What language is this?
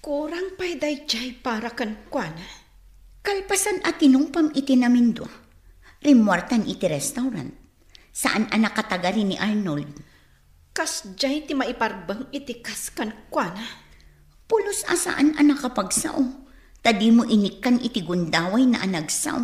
Iloko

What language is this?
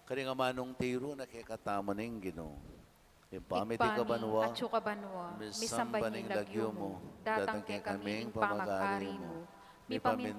Pampanga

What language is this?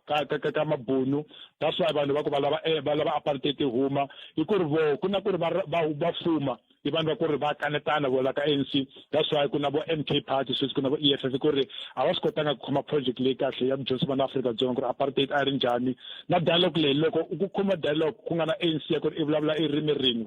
Tsonga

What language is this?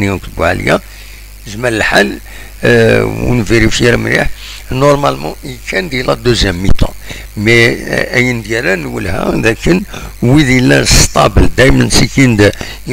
Kabyle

